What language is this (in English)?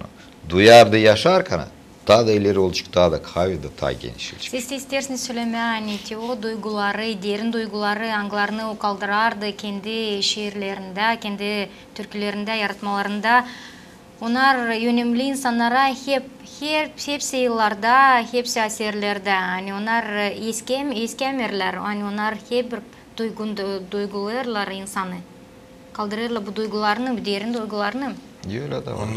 Gagauz